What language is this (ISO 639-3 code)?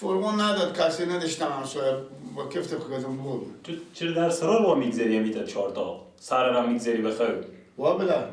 fas